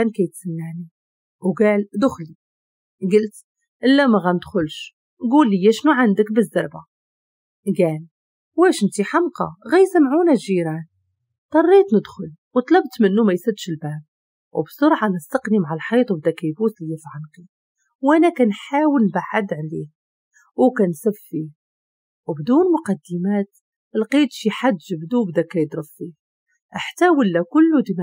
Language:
Moroccan Arabic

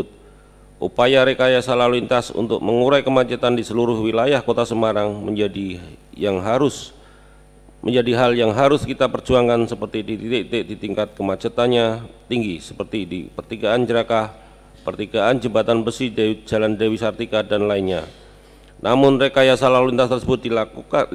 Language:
Indonesian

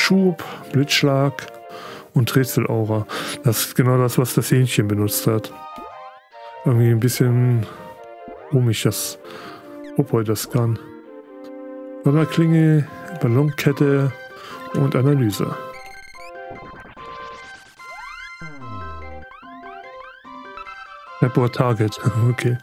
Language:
German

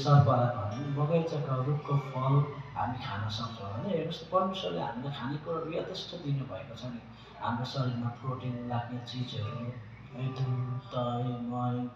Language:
Nepali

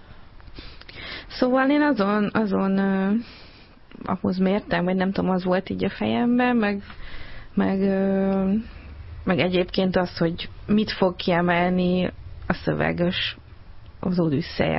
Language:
Hungarian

